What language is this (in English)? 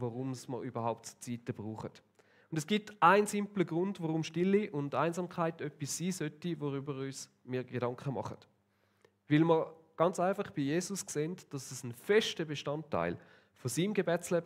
Swiss German